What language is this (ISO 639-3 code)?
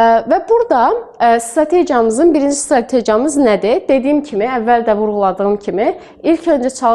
aze